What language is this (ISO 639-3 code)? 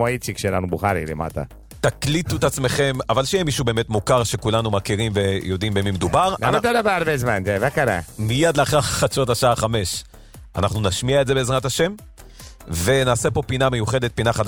heb